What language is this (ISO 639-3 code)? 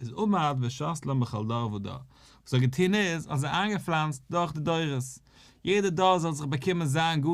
yid